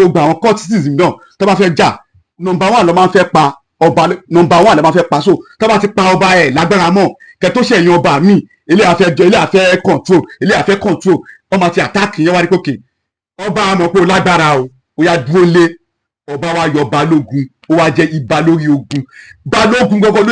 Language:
Yoruba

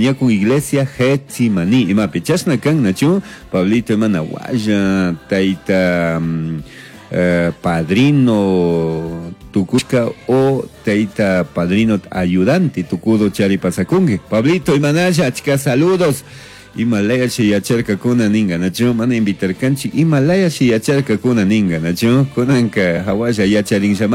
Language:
Chimborazo Highland Quichua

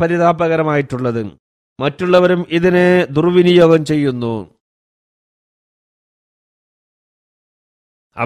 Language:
Malayalam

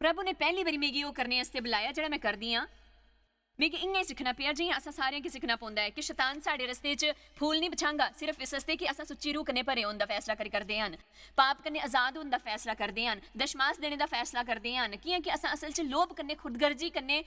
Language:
Dogri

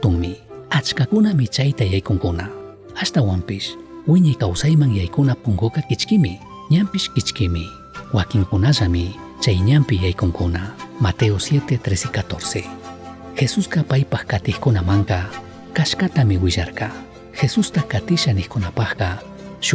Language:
Chimborazo Highland Quichua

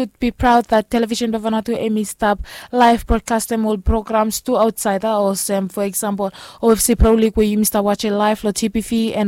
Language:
Bislama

